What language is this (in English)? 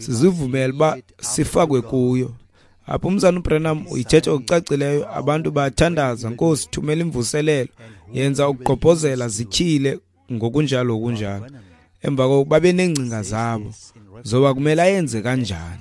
Xhosa